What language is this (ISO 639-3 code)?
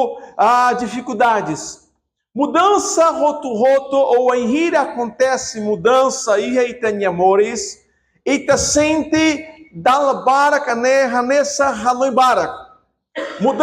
tet